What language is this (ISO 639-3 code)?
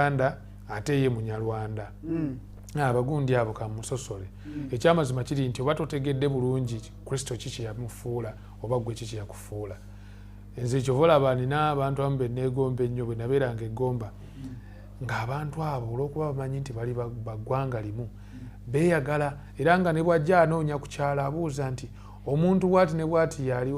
lug